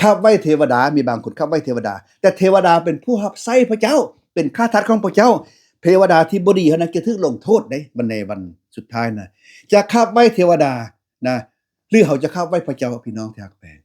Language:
Lao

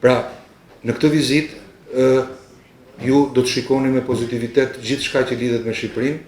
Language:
Albanian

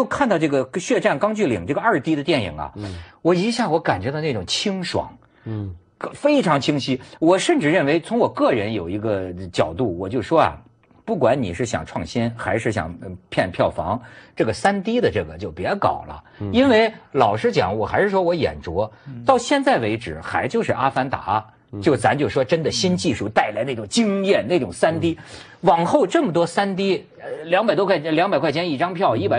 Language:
Chinese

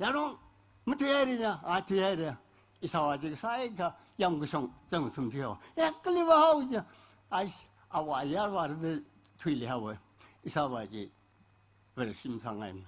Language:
Tangkhul Naga (India)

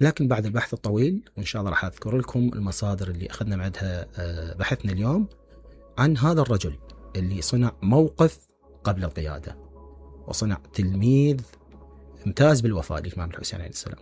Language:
Mesopotamian Arabic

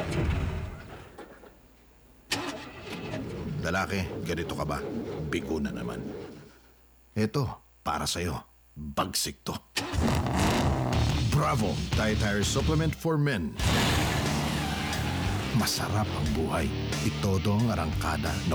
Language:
Filipino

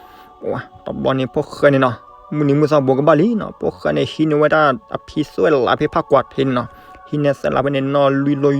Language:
S'gaw Karen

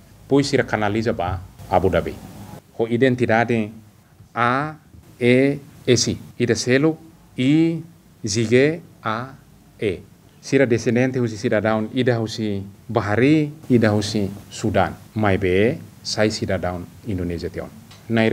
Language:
Tetum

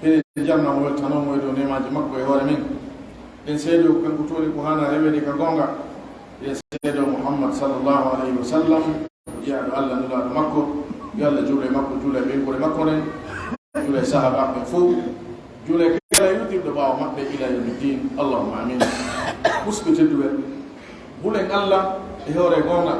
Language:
Pular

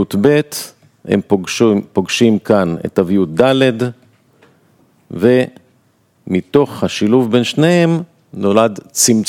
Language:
Hebrew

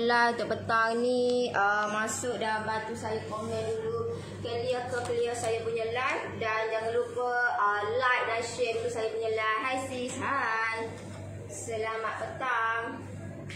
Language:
Malay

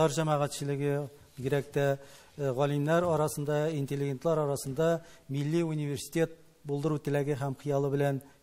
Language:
Tatar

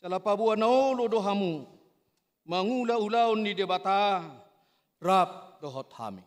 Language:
Batak Toba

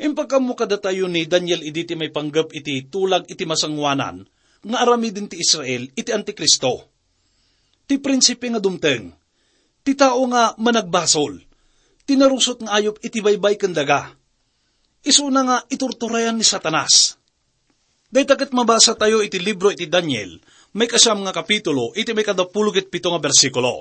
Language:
Iloko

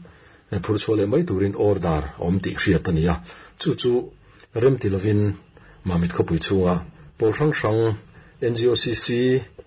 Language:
Mizo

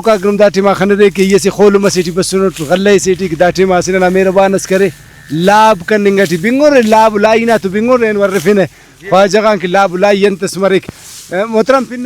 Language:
Brahui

